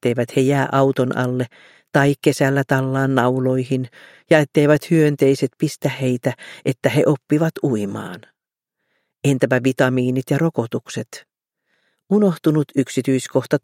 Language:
Finnish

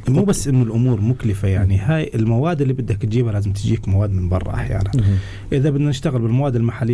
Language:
North Levantine Arabic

